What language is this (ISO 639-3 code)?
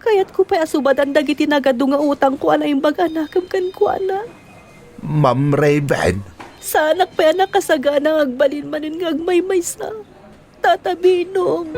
ilo